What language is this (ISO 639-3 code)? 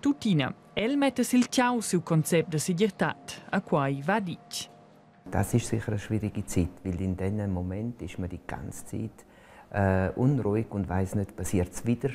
roh